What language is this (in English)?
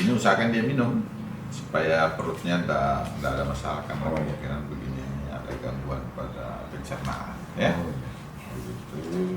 Makassar Malay